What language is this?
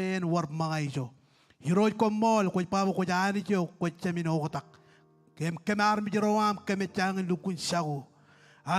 Marshallese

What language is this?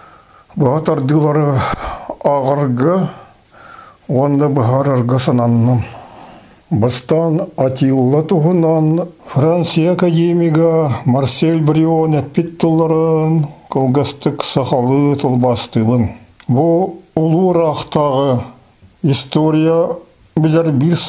Yakut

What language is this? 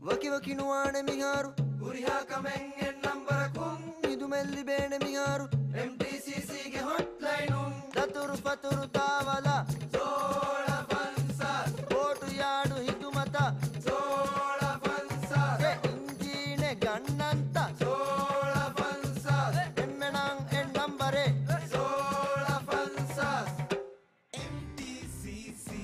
Divehi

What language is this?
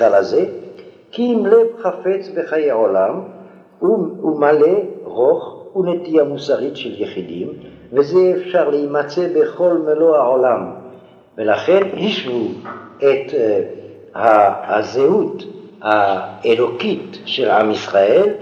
Hebrew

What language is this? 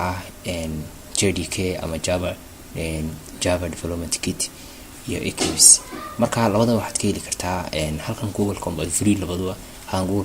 Somali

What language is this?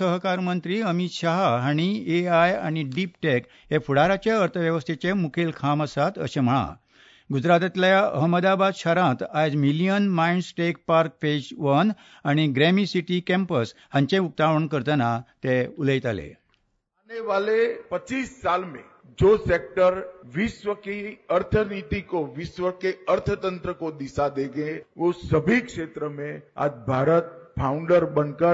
Konkani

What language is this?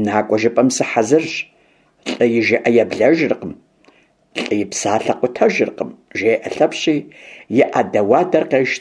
Kabardian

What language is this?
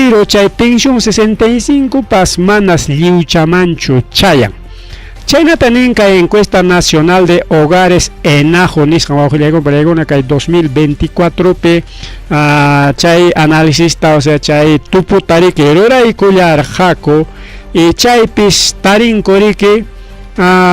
Ayacucho Quechua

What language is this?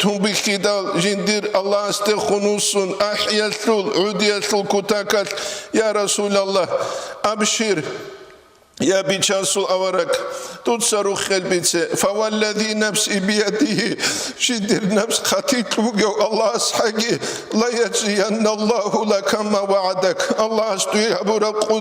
Avaric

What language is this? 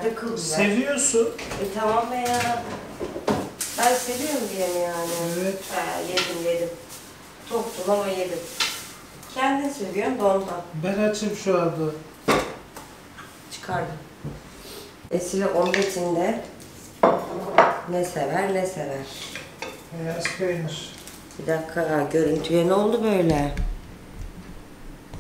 Turkish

